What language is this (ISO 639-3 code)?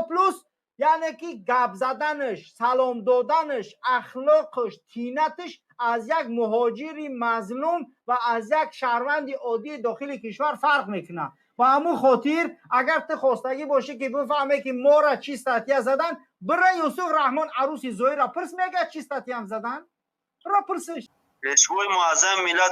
tgk